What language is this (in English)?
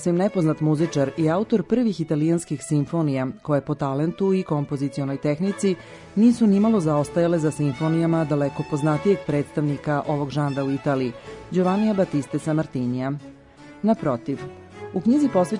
Serbian